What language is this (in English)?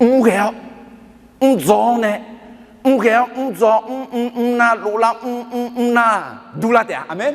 Akha